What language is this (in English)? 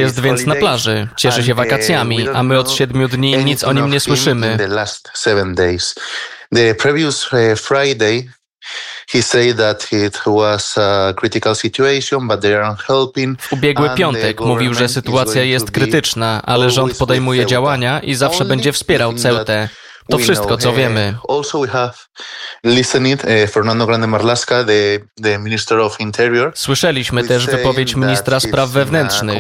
Polish